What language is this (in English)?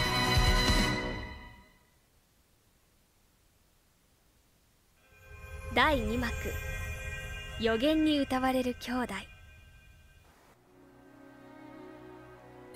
Japanese